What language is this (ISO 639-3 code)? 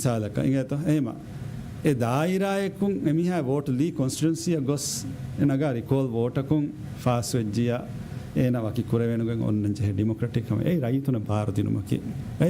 div